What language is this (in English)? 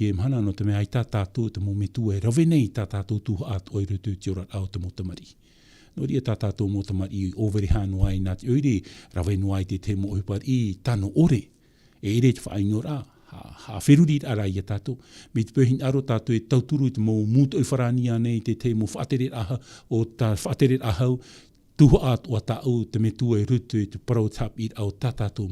Tahitian